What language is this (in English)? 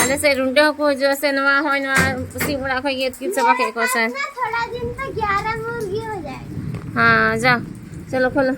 Santali